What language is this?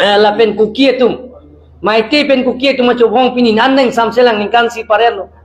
Karbi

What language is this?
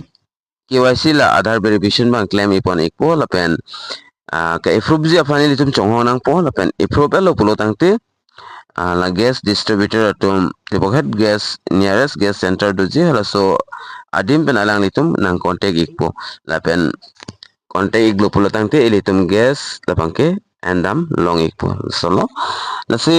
Karbi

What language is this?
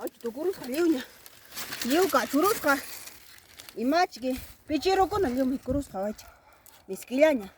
Ayacucho Quechua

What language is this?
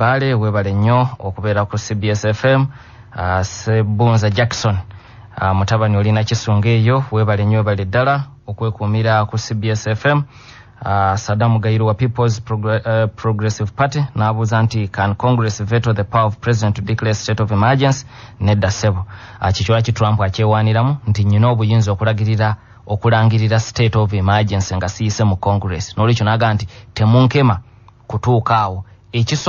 Ganda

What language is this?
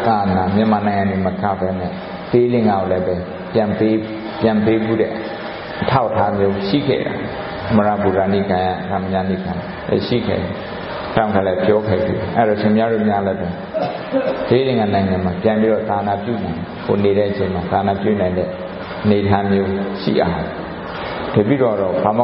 Burmese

